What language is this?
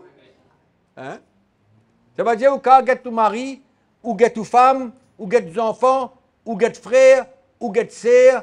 Morisyen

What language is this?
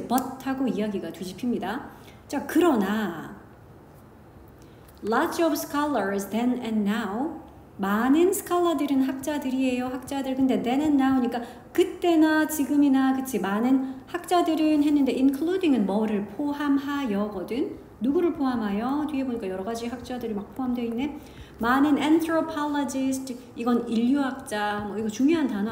Korean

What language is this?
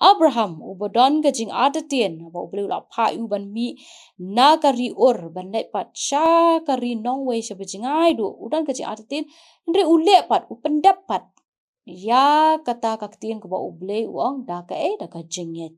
Khasi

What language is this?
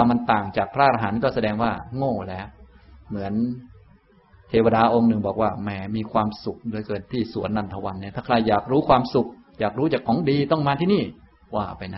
Thai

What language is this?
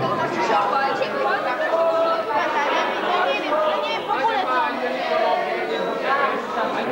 Polish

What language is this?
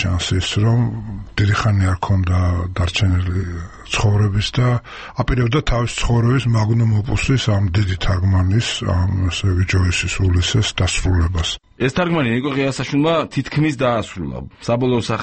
Georgian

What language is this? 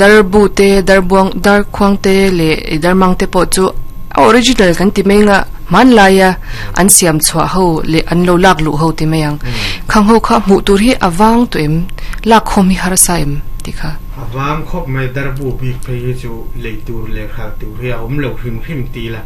Mizo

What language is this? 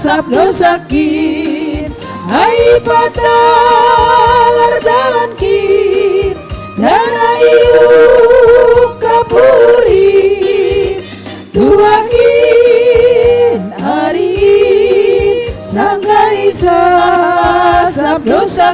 Batak Simalungun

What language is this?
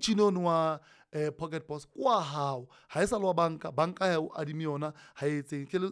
Southern Sotho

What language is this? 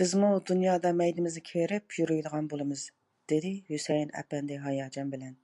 Uyghur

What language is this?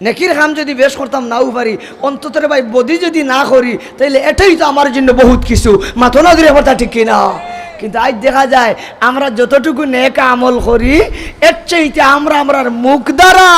Sylheti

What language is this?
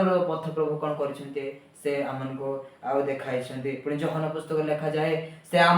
Odia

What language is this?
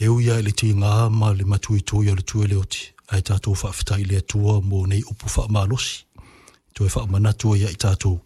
Samoan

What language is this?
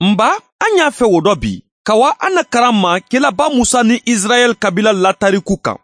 Mandingo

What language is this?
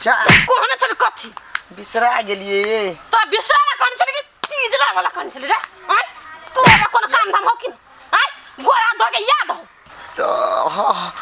Maithili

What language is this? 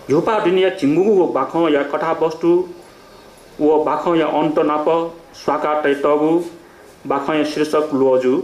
Newari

